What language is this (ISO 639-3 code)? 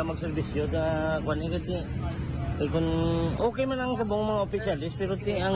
hil